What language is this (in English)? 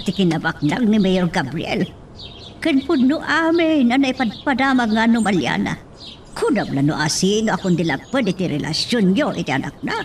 Iloko